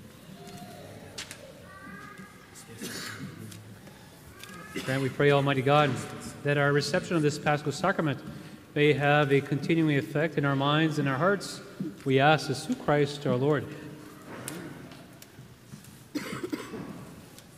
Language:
English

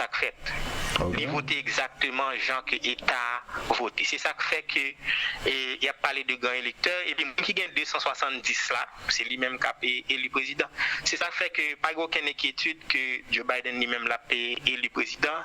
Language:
Haitian Creole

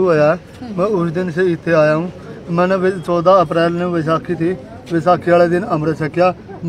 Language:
Punjabi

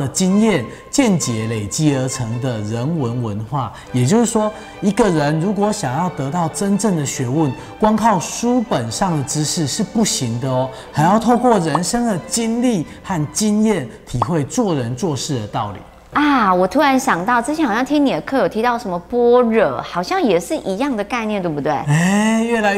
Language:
Chinese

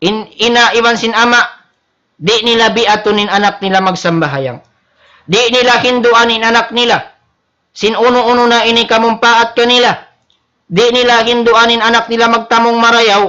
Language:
Tausug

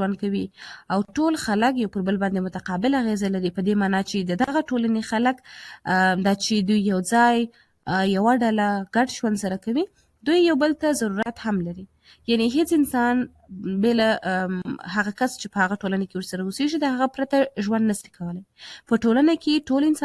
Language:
Pashto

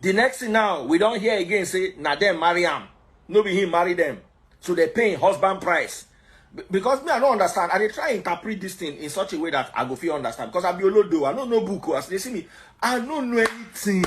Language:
Nigerian Pidgin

